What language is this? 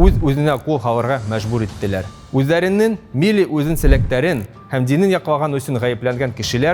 Bashkir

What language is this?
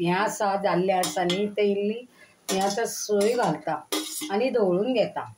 Konkani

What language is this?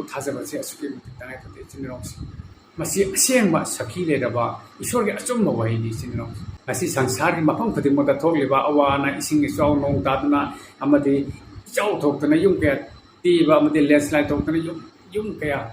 Manipuri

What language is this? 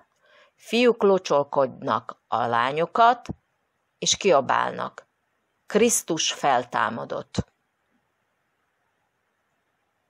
Hungarian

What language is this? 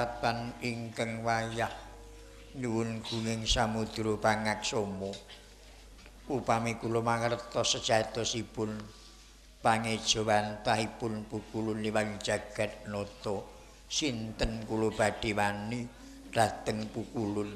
Javanese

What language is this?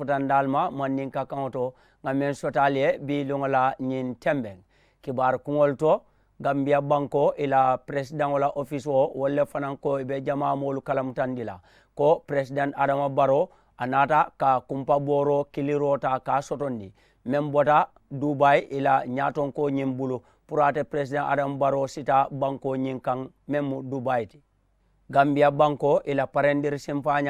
Mandingo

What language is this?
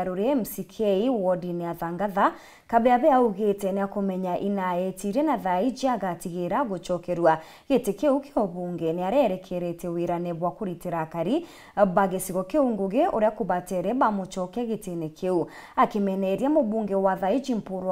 Meru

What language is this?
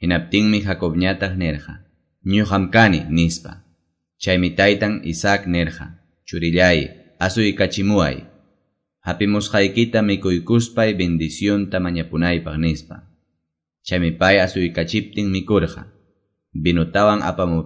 Quechua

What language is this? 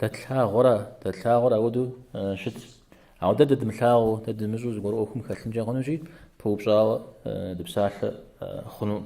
Kabardian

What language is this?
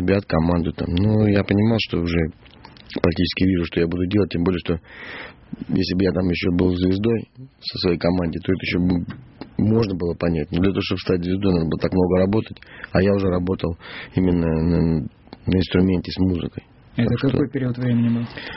Russian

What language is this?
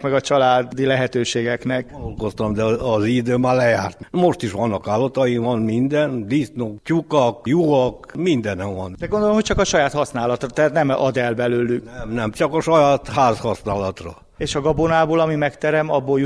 Hungarian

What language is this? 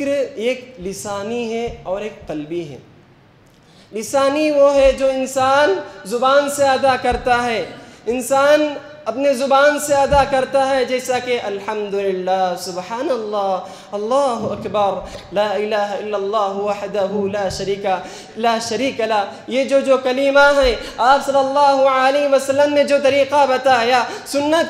Urdu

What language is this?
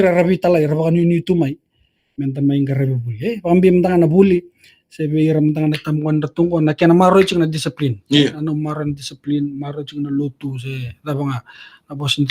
Fijian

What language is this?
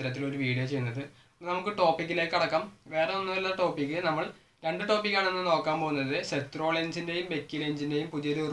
Malayalam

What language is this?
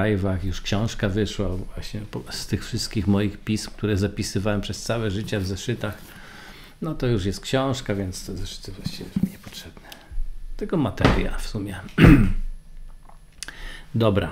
Polish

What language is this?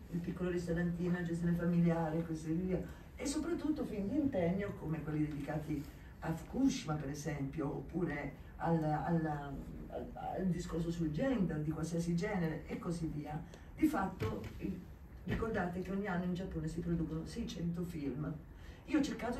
Italian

